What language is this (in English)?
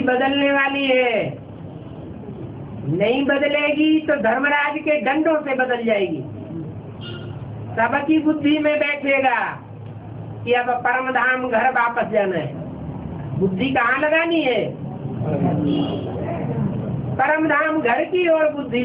Hindi